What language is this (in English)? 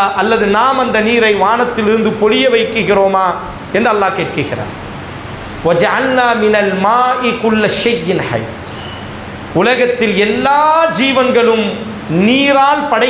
Tamil